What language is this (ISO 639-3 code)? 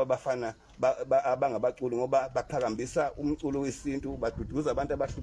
zul